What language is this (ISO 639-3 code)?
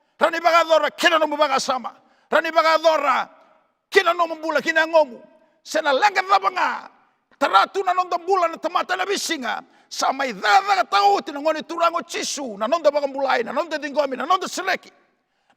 fij